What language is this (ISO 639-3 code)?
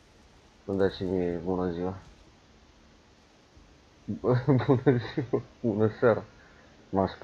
ron